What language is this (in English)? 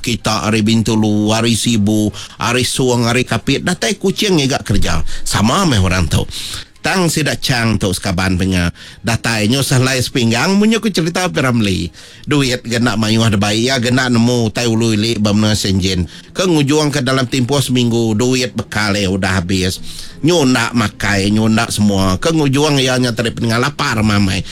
Iban